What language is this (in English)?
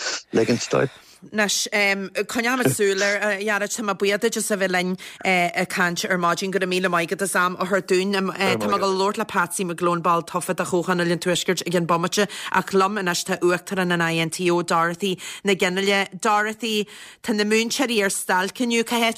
Irish